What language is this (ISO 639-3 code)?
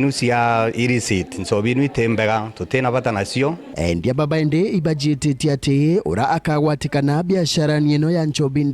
mer